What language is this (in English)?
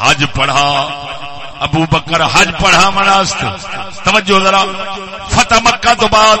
Saraiki